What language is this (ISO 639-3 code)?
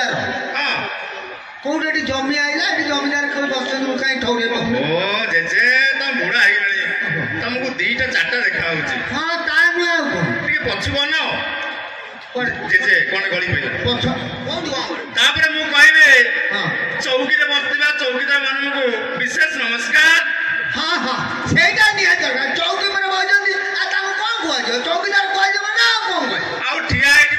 ori